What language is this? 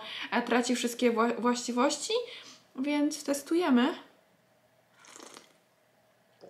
Polish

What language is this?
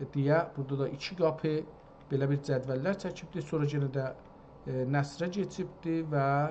South Azerbaijani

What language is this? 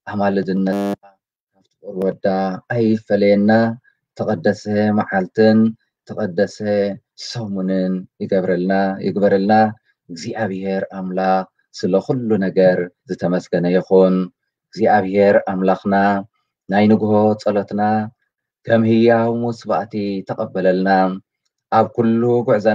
Tigrinya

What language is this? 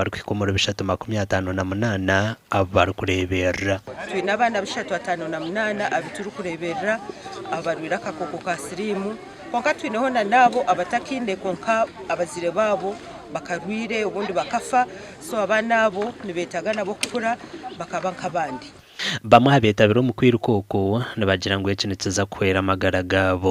Nyankole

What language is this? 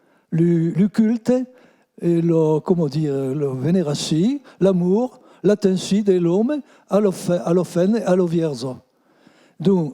Occitan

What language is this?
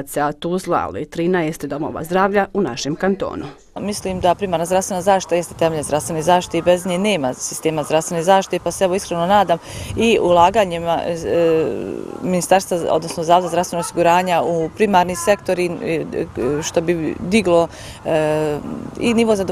Bosnian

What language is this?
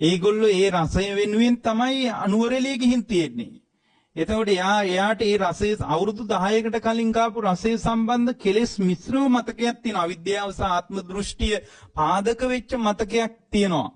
Sinhala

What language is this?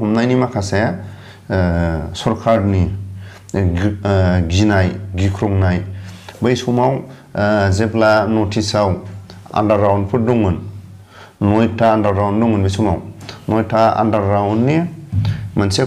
Bodo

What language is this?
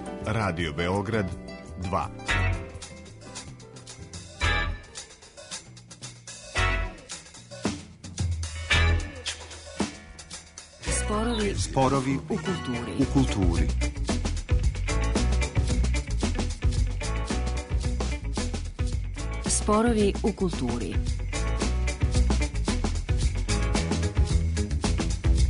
Serbian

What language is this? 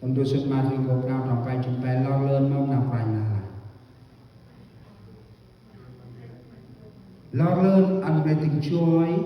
Central Mnong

